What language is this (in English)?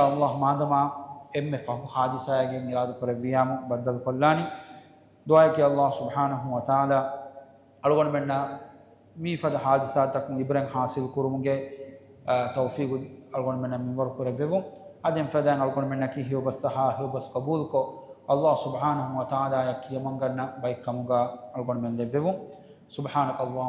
Divehi